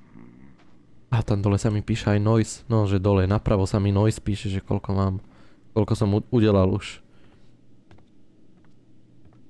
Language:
Slovak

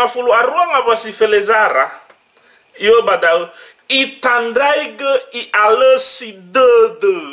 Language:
Nias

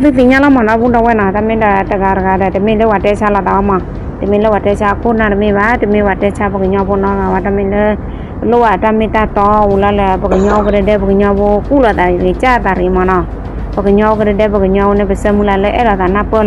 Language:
S'gaw Karen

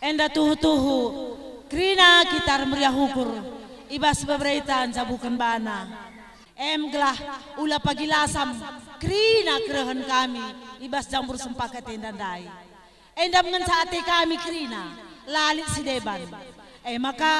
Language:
Batak Karo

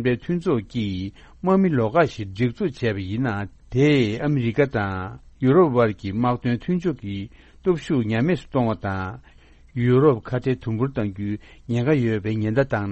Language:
Tibetan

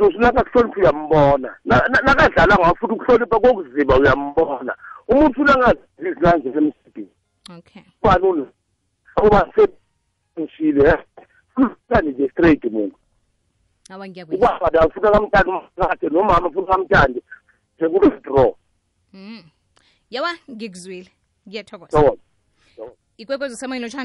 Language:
South Ndebele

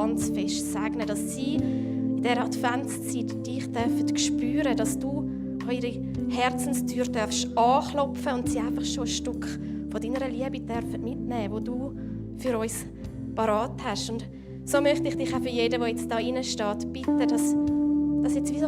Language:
Swiss German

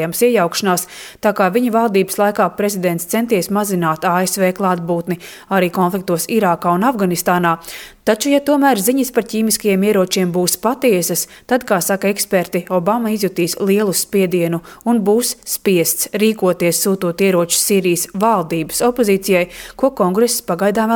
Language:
Latvian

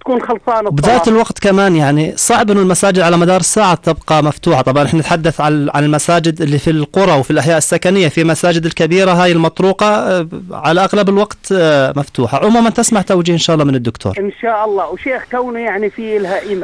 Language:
North Levantine Arabic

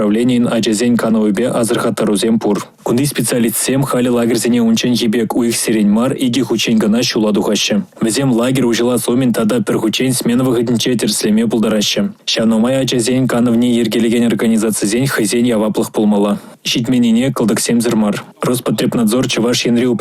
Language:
Chuvash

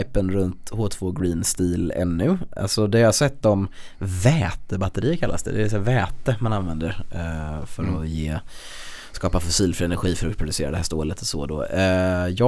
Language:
Swedish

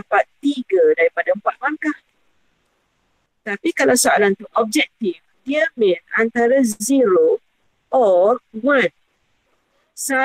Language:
Malay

